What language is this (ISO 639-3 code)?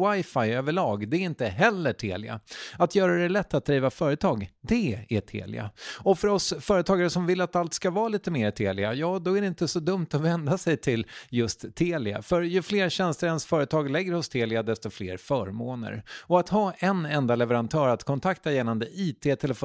swe